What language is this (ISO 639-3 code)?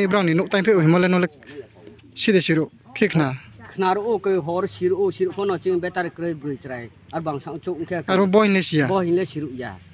ria